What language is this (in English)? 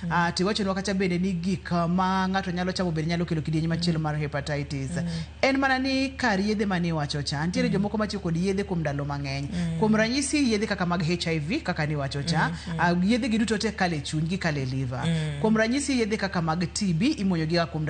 Luo (Kenya and Tanzania)